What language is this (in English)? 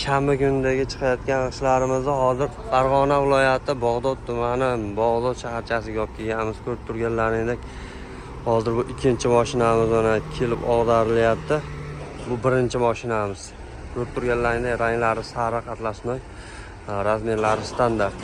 Uzbek